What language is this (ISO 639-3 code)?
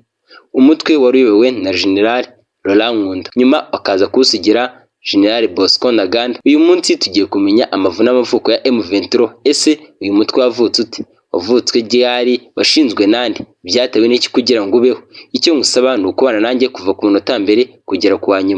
kin